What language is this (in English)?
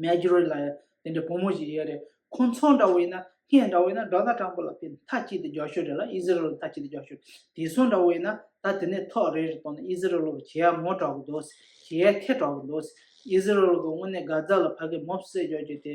Tibetan